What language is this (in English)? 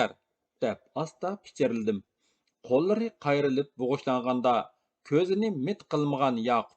Uyghur